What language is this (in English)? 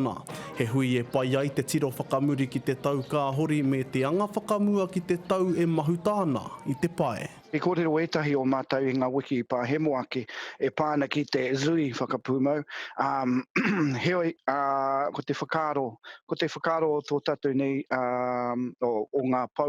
Māori